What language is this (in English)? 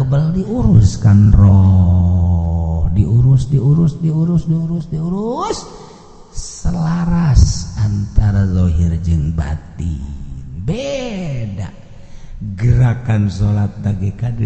Sundanese